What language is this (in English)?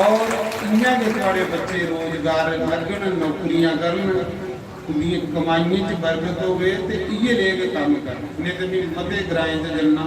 Dogri